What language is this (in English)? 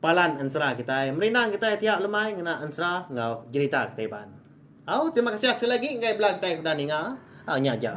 Iban